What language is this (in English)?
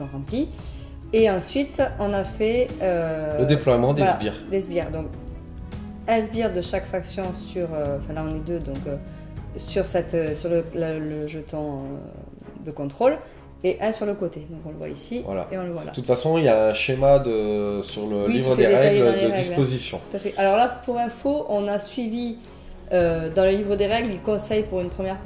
French